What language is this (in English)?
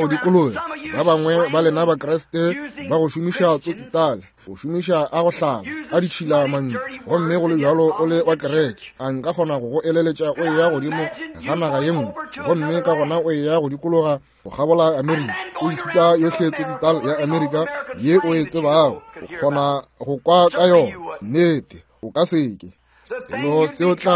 Northern Sotho